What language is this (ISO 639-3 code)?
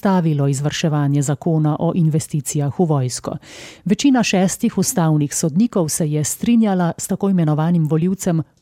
slv